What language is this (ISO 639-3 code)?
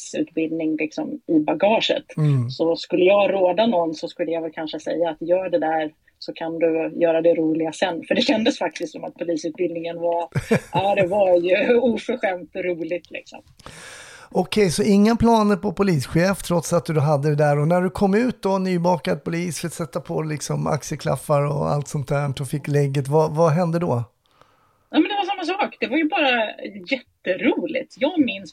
swe